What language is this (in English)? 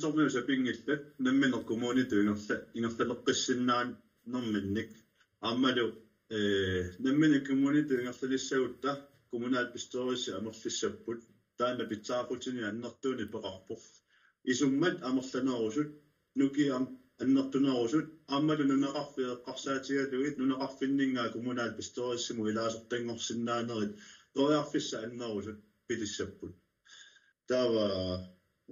Kalaallisut